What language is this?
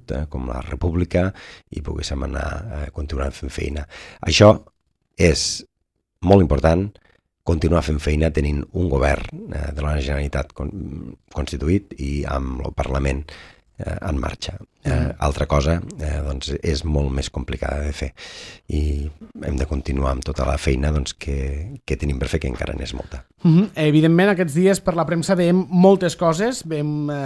Catalan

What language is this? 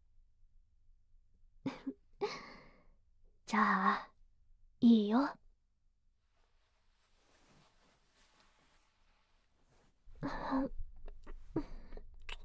Japanese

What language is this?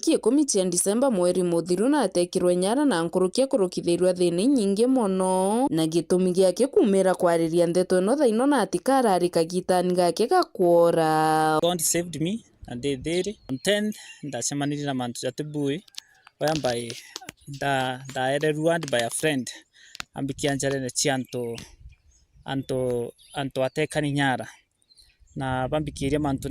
Meru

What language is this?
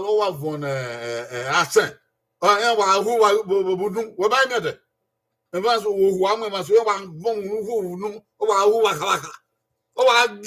Bini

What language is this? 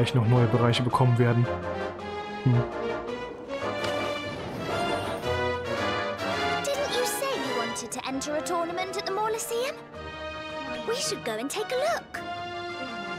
German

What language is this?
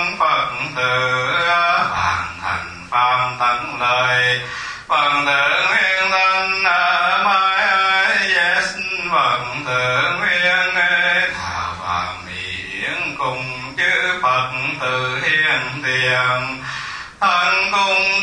Vietnamese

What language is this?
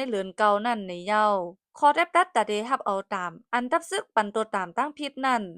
Shan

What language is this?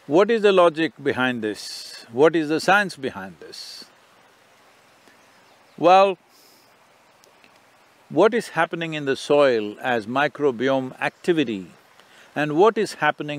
English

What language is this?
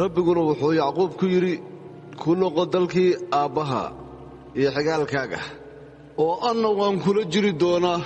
Somali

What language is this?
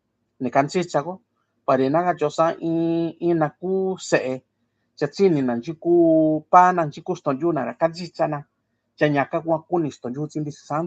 Mixtepec Mixtec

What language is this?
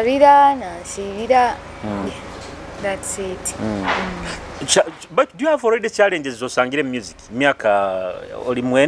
Nyoro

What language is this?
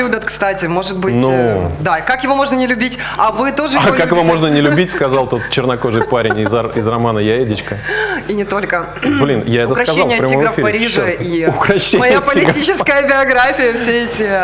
Russian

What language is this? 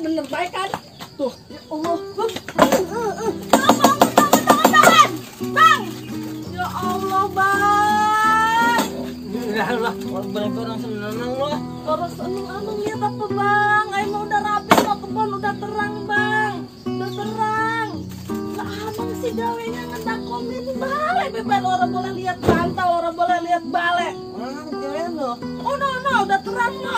Betawi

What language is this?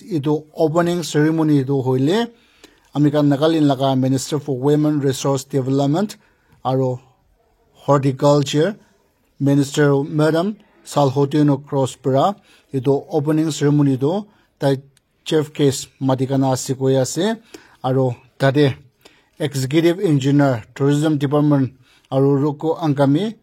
Naga Pidgin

